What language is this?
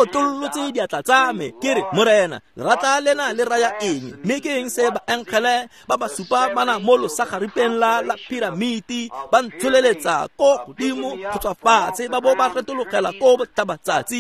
Tswana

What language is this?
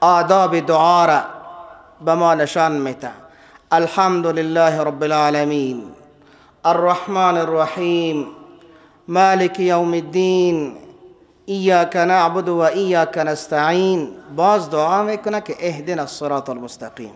Persian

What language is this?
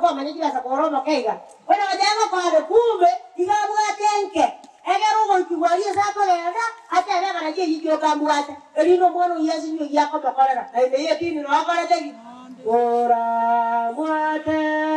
Gusii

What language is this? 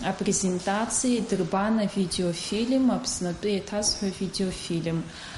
Abkhazian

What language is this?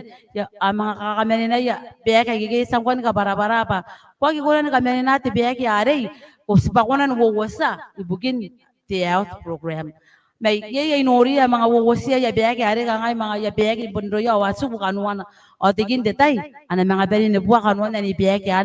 Gilbertese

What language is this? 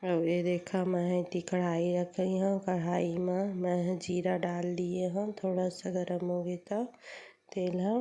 Chhattisgarhi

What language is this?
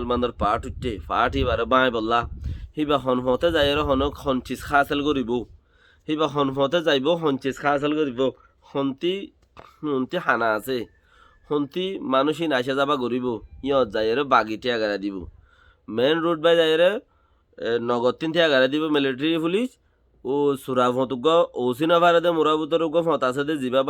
Rohingya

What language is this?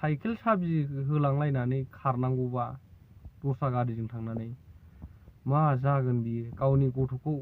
Bodo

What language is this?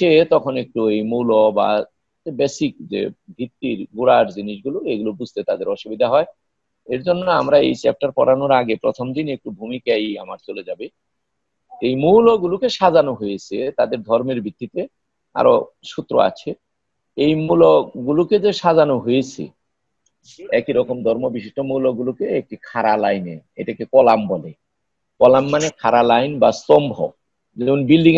Bangla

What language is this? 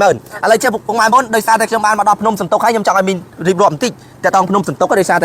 Khmer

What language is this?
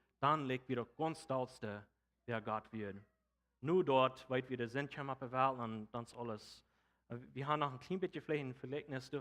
Plautdietsch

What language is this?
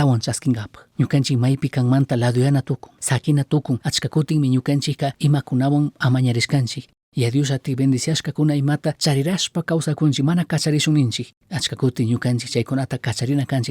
Chimborazo Highland Quichua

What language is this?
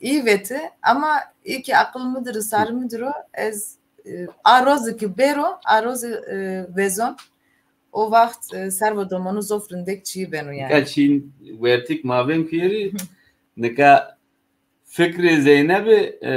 Zaza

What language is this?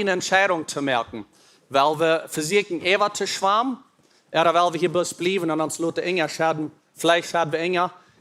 Plautdietsch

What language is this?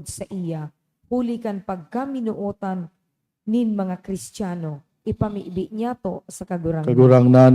Bikol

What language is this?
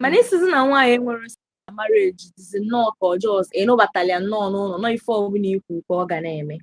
Igbo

